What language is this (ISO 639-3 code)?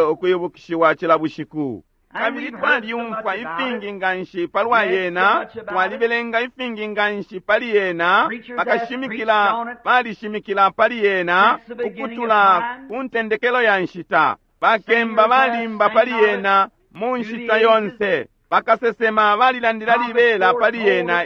bem